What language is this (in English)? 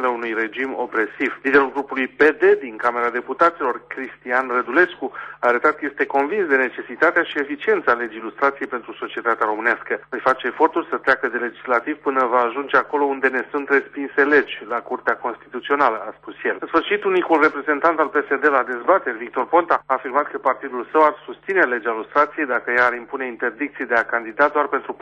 Romanian